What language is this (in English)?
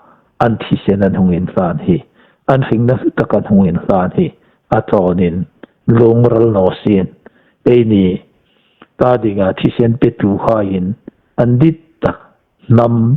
Hmar